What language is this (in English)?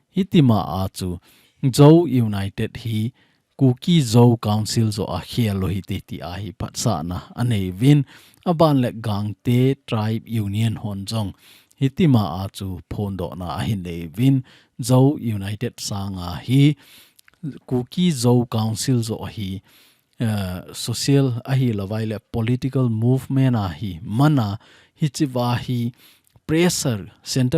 Thado Chin